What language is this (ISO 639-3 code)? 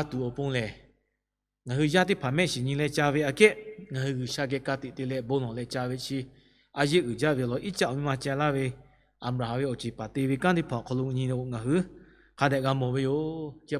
lhu